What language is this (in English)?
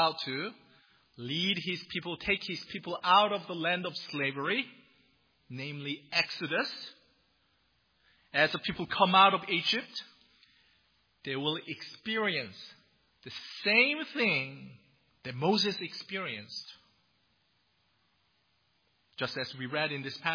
English